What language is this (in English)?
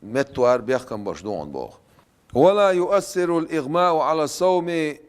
Chechen